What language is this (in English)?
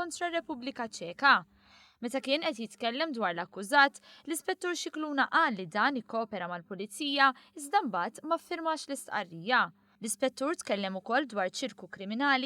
Maltese